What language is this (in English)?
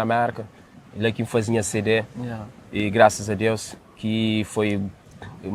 Kabuverdianu